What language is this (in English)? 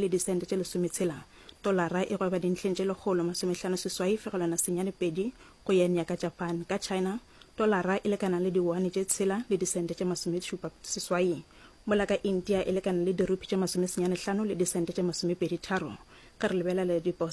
Northern Sotho